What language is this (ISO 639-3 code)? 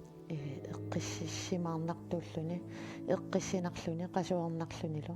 kal